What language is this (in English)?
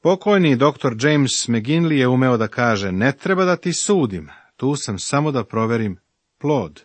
Serbian